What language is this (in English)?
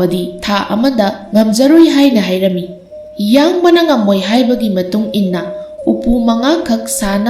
Manipuri